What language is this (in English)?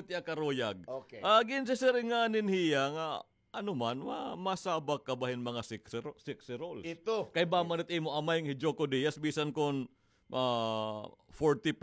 Waray